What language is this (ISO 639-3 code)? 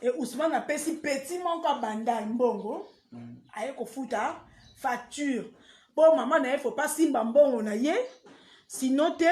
lin